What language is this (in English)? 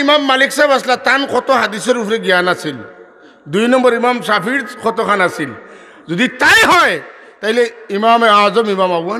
Sylheti